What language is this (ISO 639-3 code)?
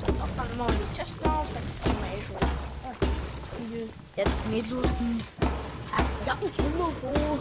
bar